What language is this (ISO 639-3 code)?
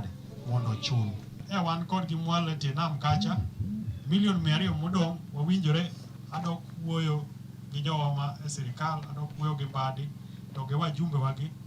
luo